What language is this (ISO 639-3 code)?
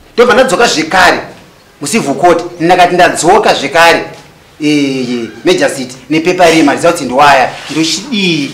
sna